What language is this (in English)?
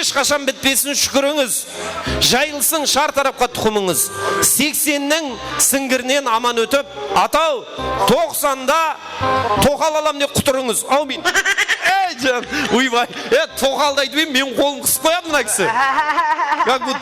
Kara-Kalpak